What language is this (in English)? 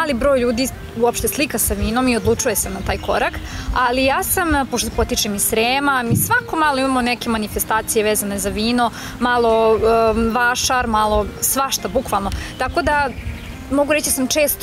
Serbian